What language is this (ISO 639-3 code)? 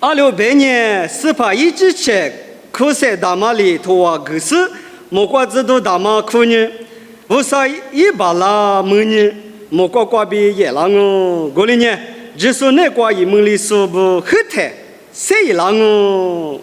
lis